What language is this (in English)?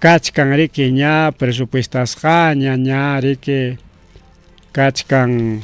Ayacucho Quechua